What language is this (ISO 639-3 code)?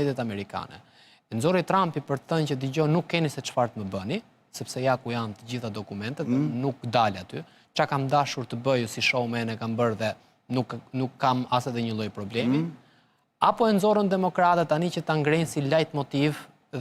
sqi